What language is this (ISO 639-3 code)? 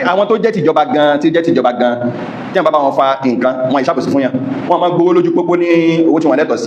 yor